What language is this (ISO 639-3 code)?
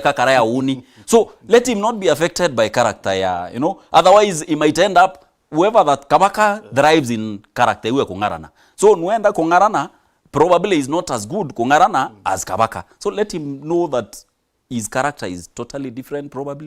mer